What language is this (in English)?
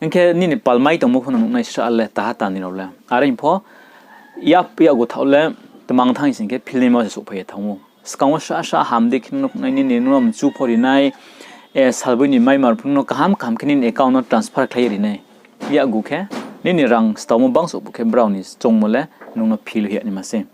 Riang (India)